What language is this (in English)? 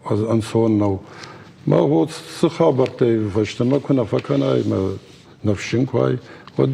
Ossetic